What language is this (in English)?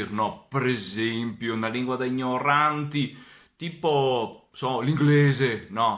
Venetian